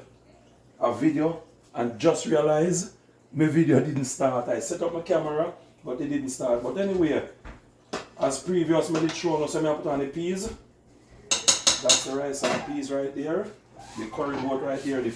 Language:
Jamaican Creole English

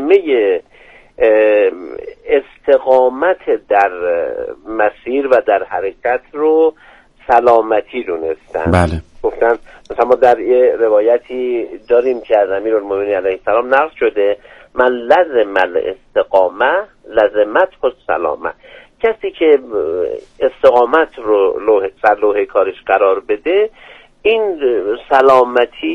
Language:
Persian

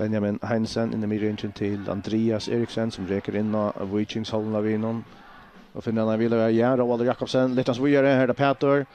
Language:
Faroese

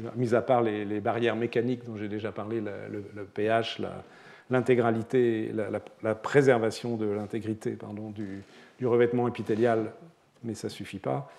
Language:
French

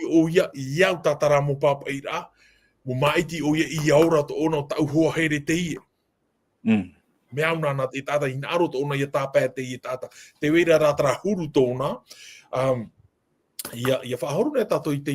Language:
Tahitian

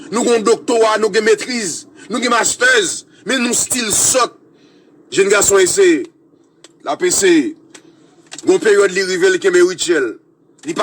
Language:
Haitian Creole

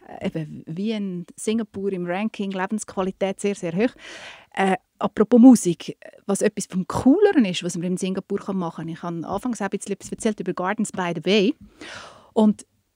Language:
German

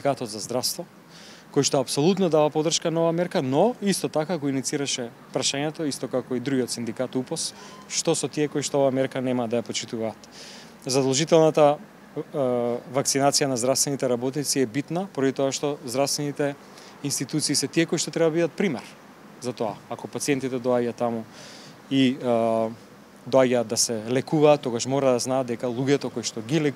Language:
Macedonian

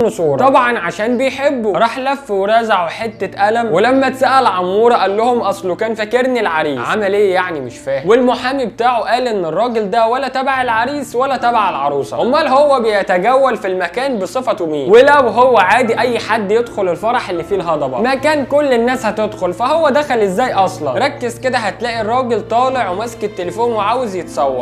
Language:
Egyptian Arabic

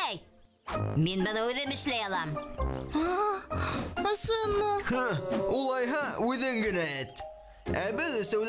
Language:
Bashkir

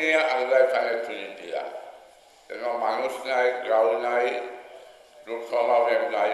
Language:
Sylheti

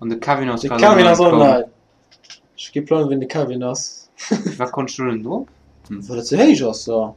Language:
Luxembourgish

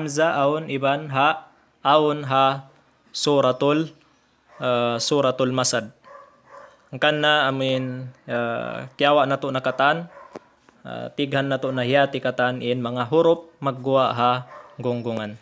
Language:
Tausug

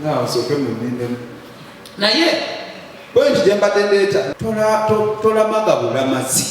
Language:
Ganda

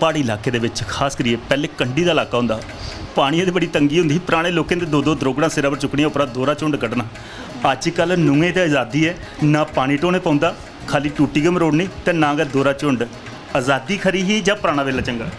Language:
Dogri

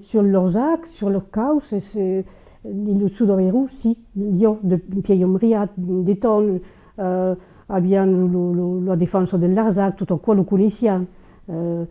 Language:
Occitan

